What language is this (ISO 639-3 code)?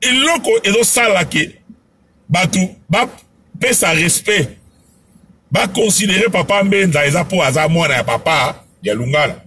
lin